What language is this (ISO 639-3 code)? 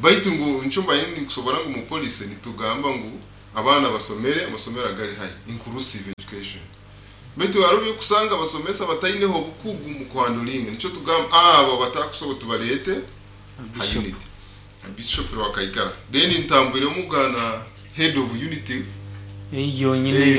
nyo